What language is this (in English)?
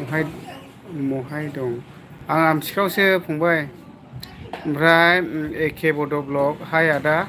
Bodo